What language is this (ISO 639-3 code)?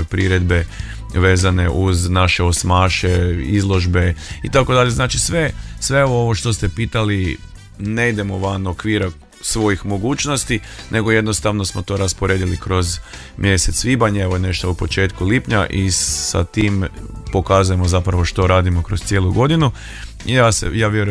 hrv